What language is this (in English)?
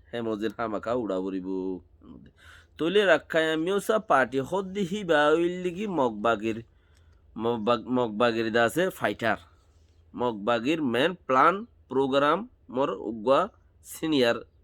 Rohingya